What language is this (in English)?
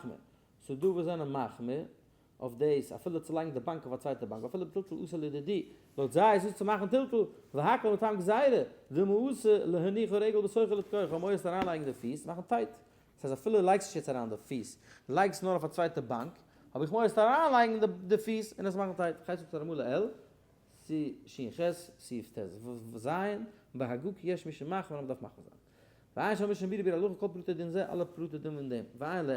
Yiddish